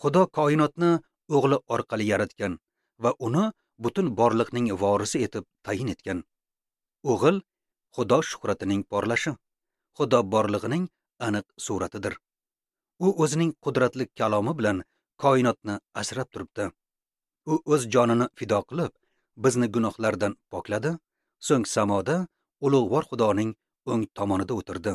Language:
Uzbek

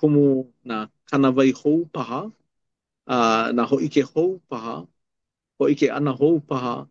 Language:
Hawaiian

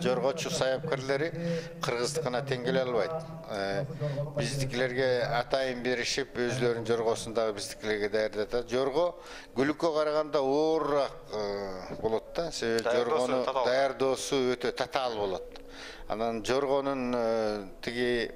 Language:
Kyrgyz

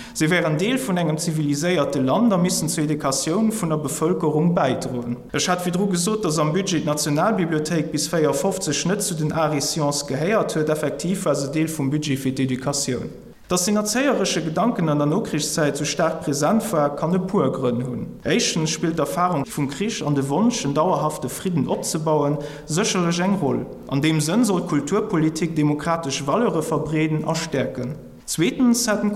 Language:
Luxembourgish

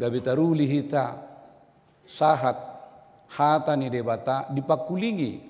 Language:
Batak Toba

